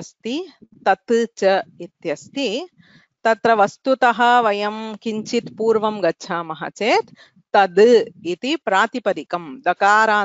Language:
Sanskrit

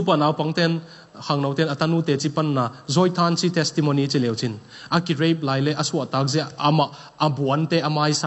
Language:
Tedim Chin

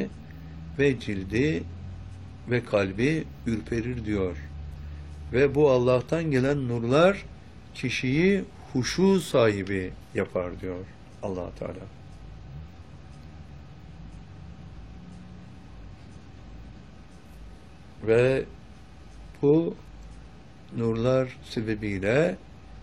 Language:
Turkish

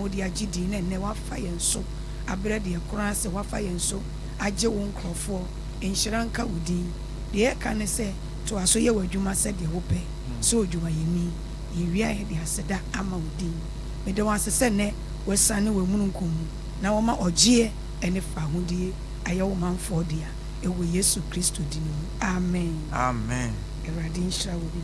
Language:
Akan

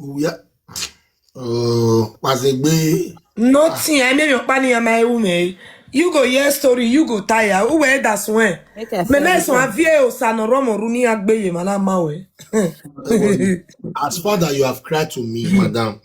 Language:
Nigerian Pidgin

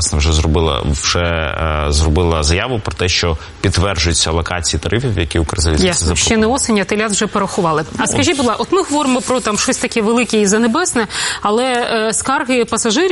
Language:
Ukrainian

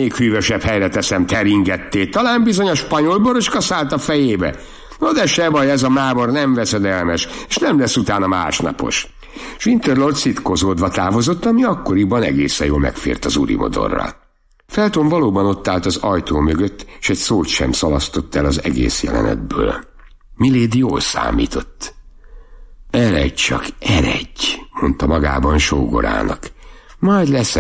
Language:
Hungarian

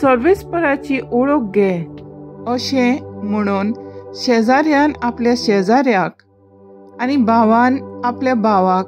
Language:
Konkani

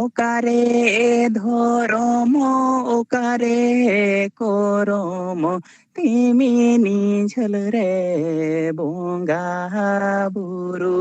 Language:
Santali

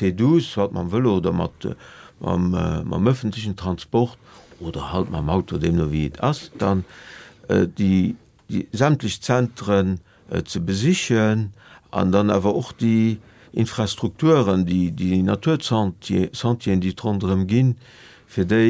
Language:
Luxembourgish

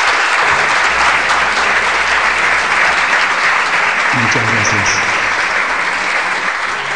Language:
Spanish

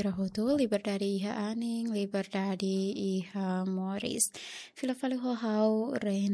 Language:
Tetum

